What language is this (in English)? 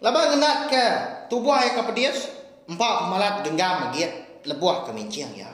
Iban